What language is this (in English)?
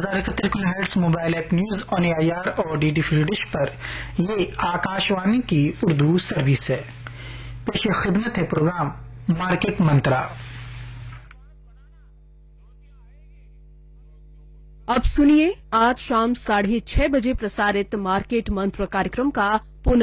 Hindi